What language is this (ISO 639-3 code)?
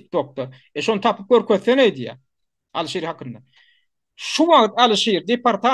tuk